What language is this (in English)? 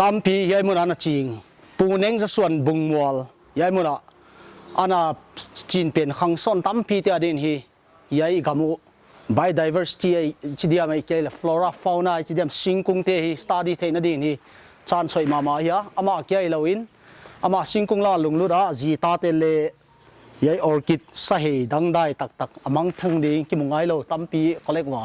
Paite Chin